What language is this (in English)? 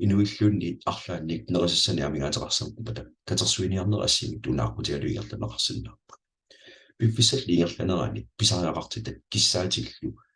Kalaallisut